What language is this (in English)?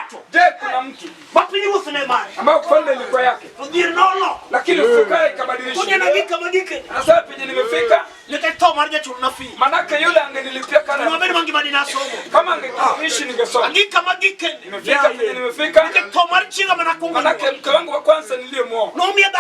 Luo (Kenya and Tanzania)